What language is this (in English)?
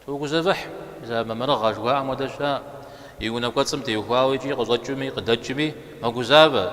Kabardian